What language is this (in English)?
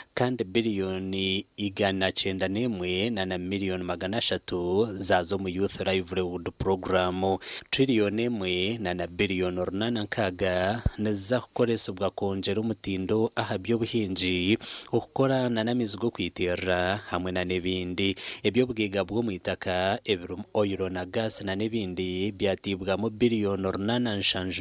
Nyankole